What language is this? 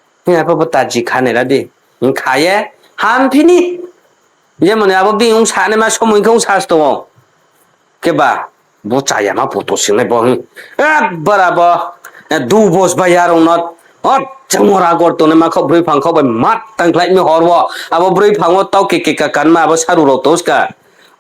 Riang (India)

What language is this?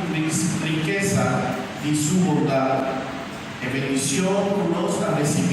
Papiamento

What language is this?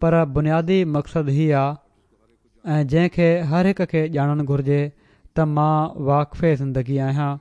Sindhi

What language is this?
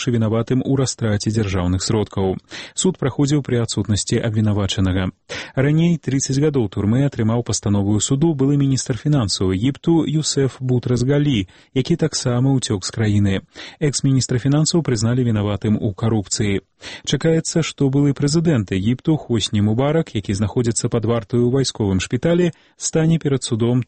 Belarusian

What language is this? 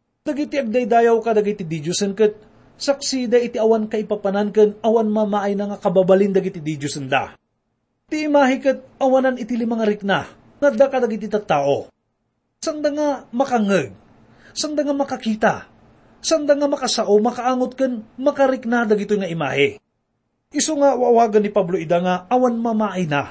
Iloko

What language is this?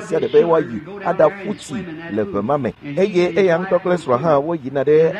Ewe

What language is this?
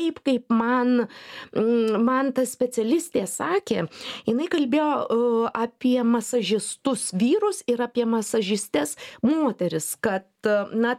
Lithuanian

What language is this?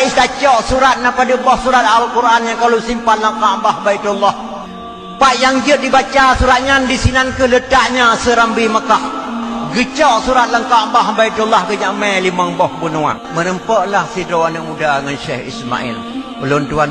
Achinese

